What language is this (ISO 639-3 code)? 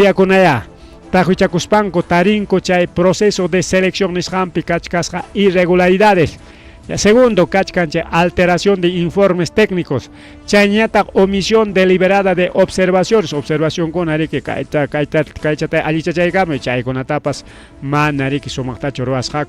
quy